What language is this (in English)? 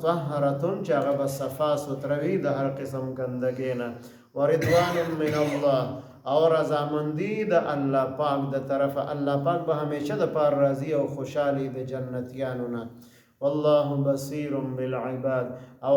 Pashto